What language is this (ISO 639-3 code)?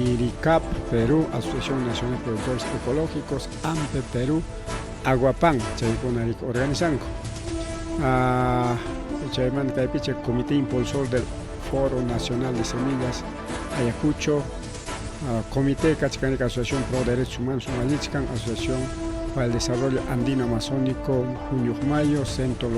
quy